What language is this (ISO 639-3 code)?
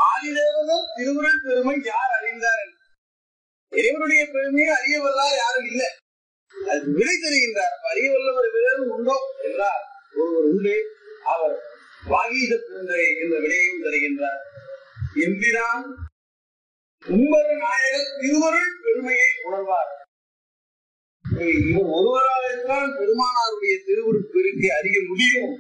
tam